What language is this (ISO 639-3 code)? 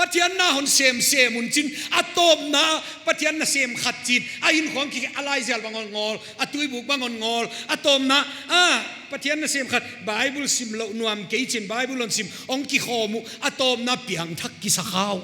pck